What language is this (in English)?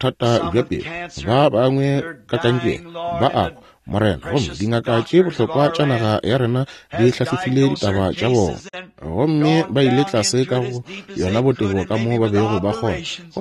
Northern Sotho